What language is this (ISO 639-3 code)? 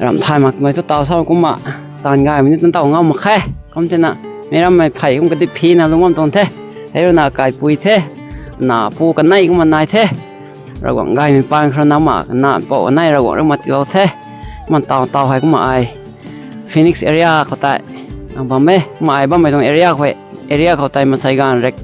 nbu